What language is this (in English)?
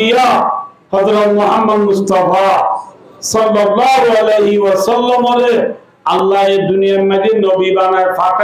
Rohingya